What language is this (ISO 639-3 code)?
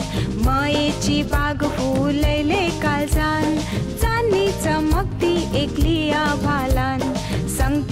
mar